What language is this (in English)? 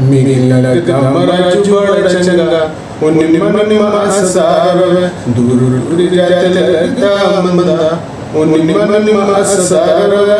Dogri